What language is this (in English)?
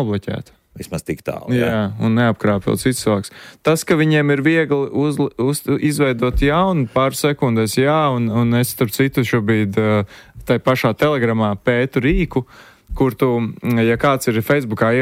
Latvian